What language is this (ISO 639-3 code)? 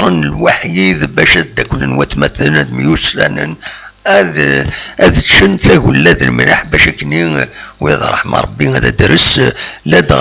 kab